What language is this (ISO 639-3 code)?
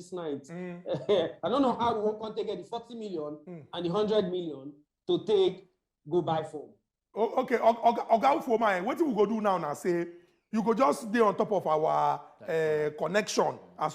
pcm